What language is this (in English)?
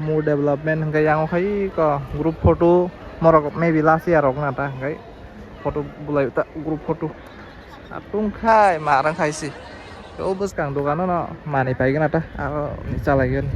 Kok Borok